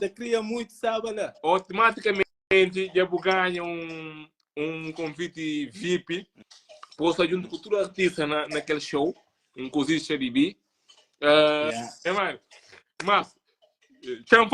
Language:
Kabuverdianu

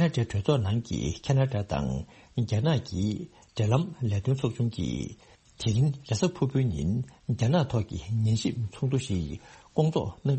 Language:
Tibetan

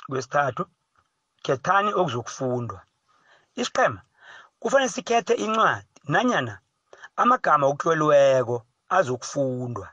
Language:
South Ndebele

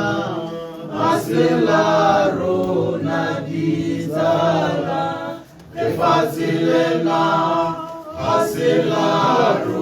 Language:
Tswana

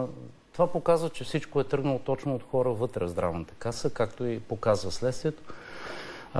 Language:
Bulgarian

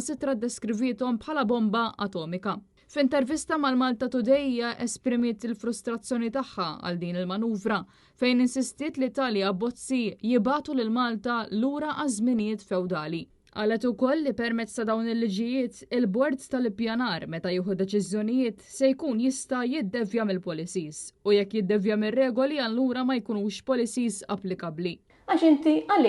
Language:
Maltese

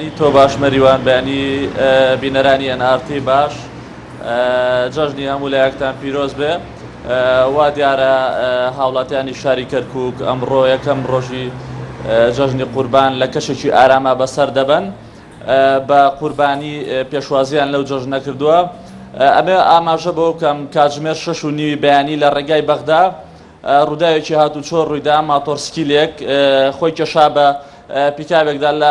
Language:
Central Kurdish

